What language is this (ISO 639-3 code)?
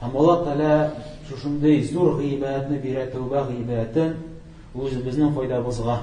tat